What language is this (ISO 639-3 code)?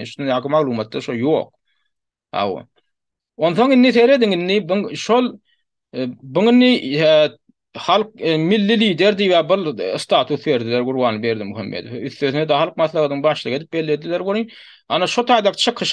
tuk